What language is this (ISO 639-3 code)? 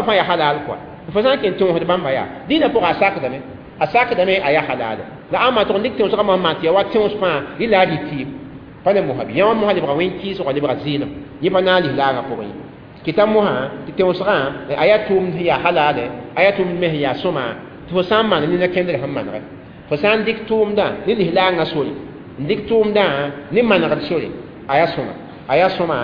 mos